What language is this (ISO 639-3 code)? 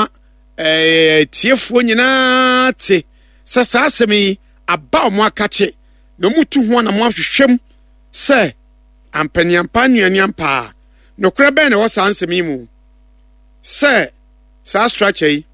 aka